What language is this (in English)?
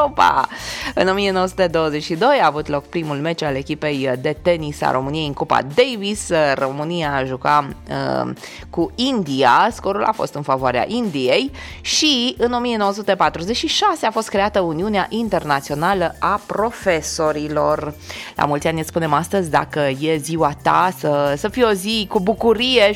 Romanian